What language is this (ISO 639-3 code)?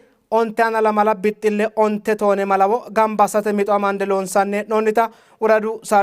sid